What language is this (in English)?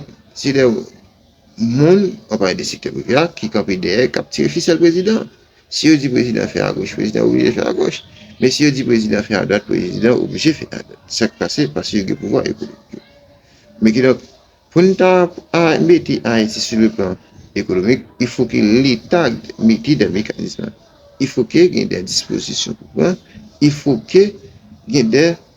Haitian Creole